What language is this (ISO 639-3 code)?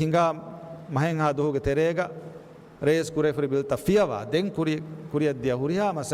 div